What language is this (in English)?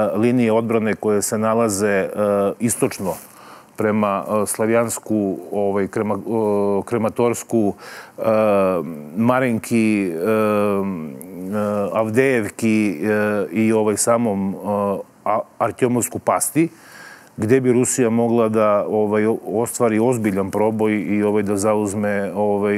Serbian